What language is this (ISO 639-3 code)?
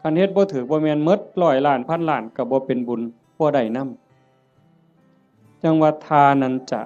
tts